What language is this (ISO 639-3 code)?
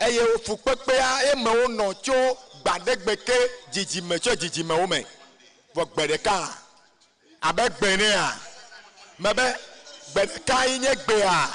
ewe